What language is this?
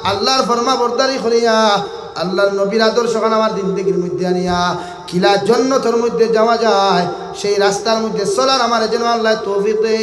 Sylheti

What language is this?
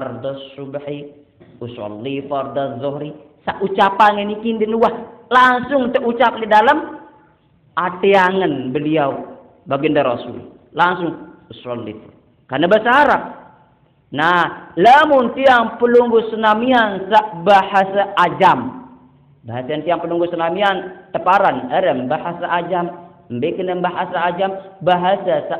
Sasak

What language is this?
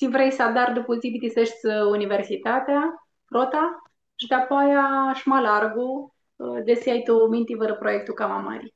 Aromanian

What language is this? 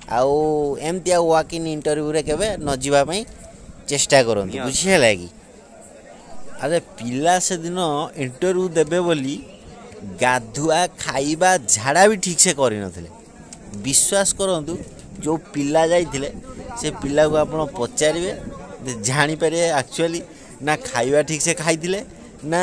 Odia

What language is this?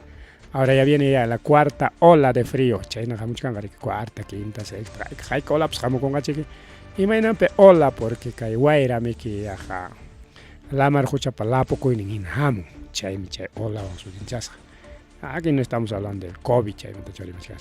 Ayacucho Quechua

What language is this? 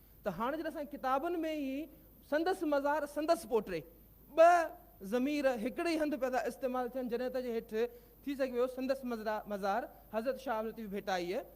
Sindhi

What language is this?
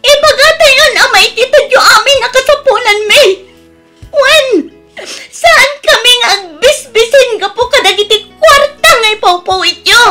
Iloko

